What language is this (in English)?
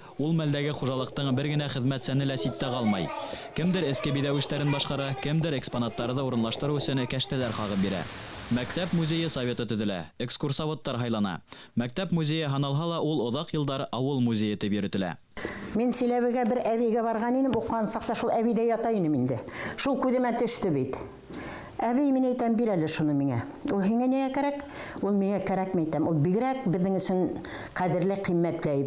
Bashkir